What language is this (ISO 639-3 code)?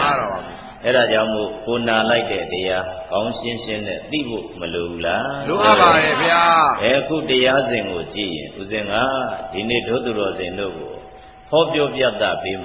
mya